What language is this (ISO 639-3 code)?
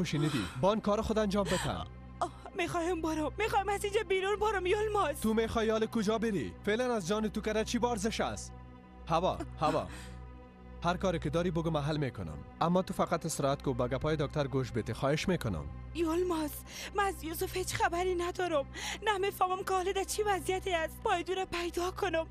fas